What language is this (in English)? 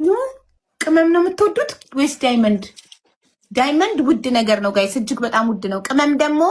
Amharic